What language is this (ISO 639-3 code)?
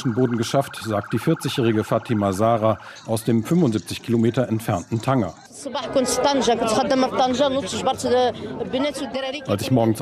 deu